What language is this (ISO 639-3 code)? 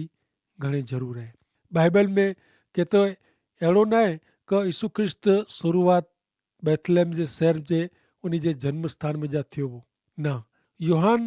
kfr